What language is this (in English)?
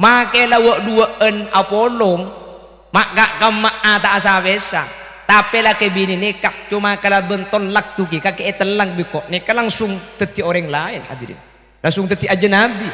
Madurese